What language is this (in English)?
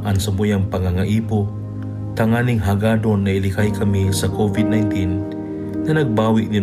Bikol